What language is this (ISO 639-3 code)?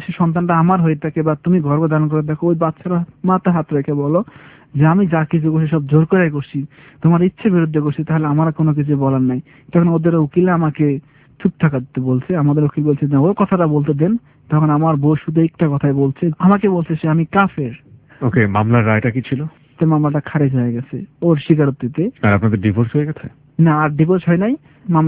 ben